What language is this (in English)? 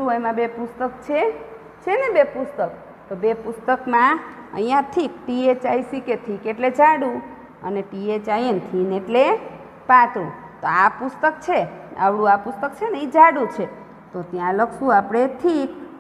Gujarati